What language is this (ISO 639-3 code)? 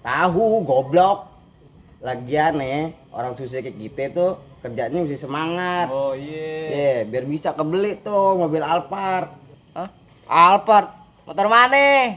bew